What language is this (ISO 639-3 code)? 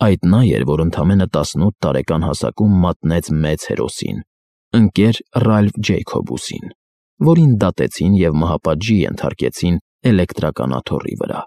hye